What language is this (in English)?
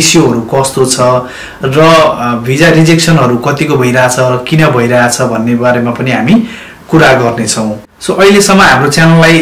Nepali